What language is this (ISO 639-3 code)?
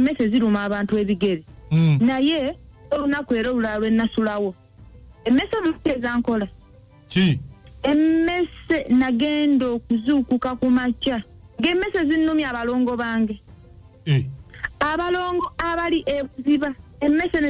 lug